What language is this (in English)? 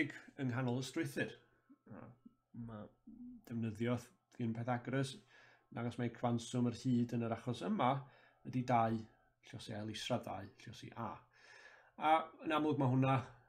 Welsh